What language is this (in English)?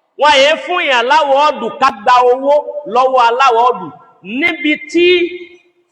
Yoruba